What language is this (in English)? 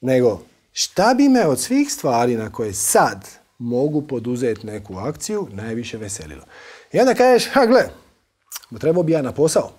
Croatian